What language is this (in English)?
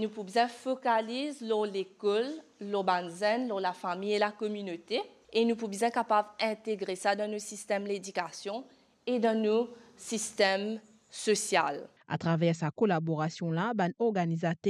Morisyen